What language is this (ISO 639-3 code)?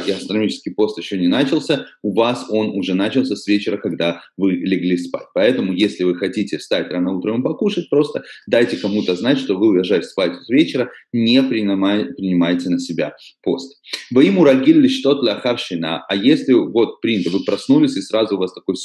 rus